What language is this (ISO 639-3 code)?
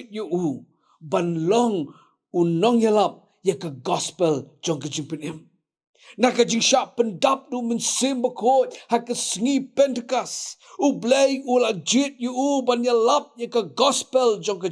kha